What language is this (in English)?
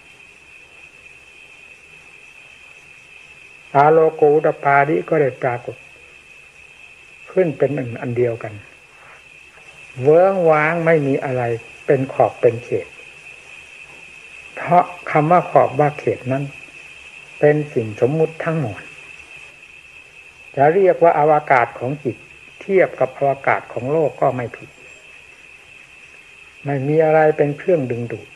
Thai